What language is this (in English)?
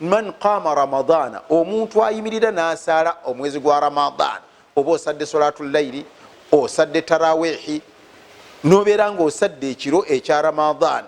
Ganda